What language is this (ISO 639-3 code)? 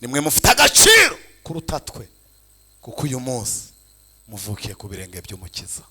kin